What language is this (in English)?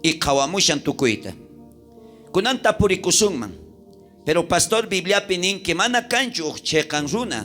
South Bolivian Quechua